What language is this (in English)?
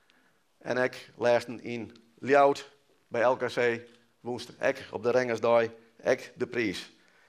Western Frisian